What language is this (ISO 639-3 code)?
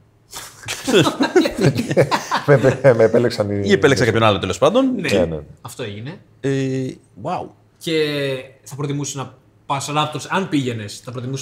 ell